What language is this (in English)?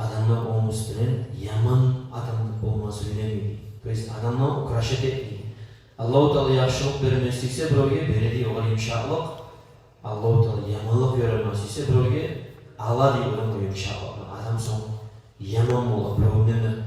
Kumyk